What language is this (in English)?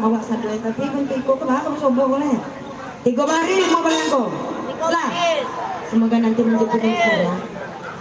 Minangkabau